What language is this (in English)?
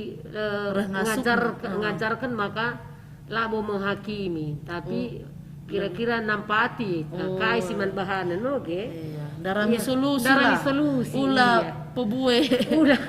Batak Karo